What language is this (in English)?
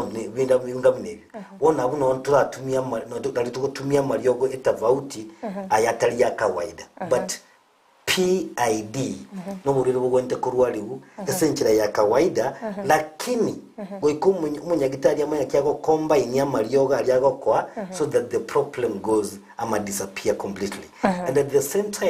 Gusii